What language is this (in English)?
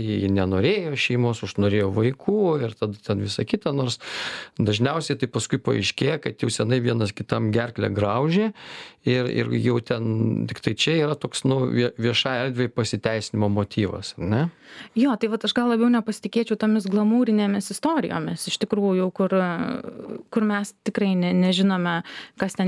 Lithuanian